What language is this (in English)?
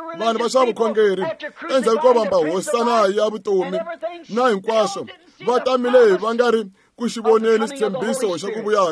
Tsonga